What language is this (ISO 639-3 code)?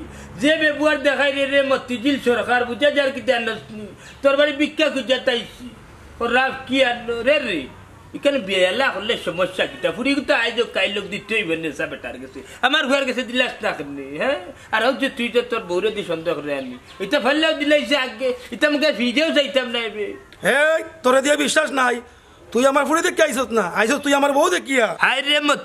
syl